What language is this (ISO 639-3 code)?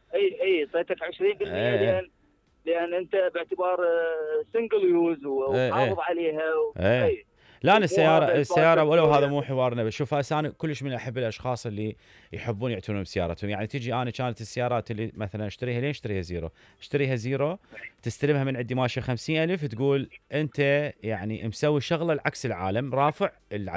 acm